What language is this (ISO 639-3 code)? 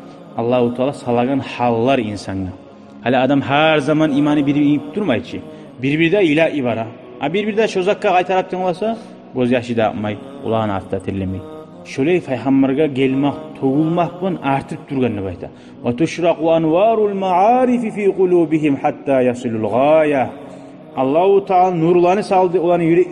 kum